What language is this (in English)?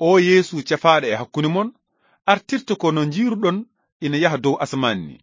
Fula